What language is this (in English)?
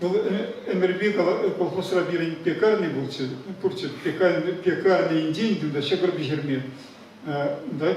Chuvash